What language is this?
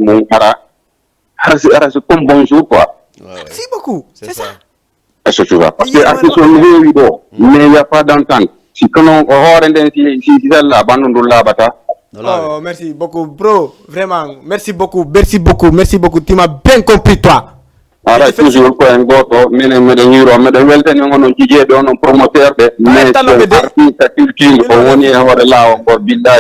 Fula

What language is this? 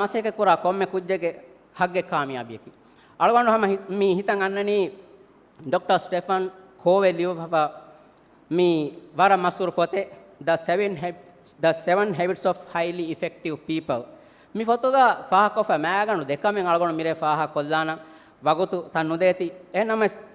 Divehi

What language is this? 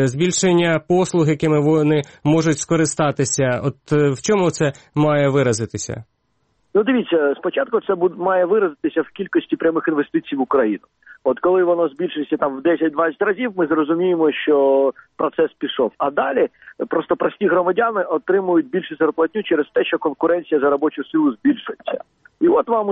Ukrainian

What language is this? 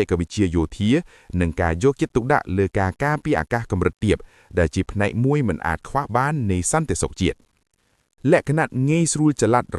Khmer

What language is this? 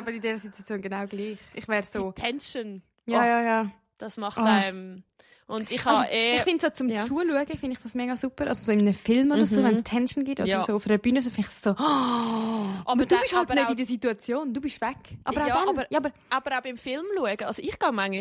Swiss German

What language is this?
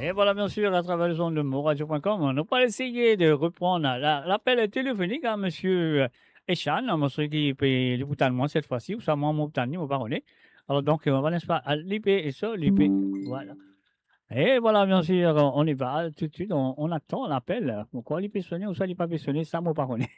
Morisyen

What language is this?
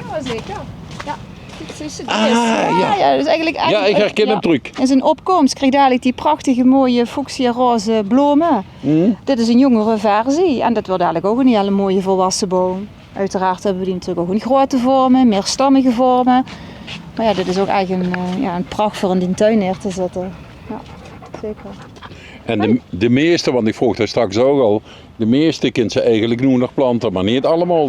Limburgish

